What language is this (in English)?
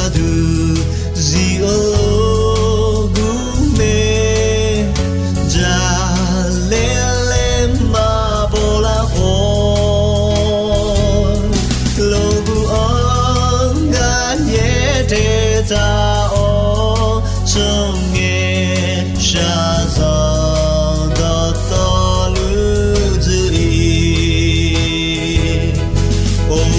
Akha